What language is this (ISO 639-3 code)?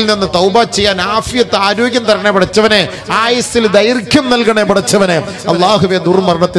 mal